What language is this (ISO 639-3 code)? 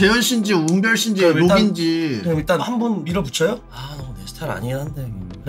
kor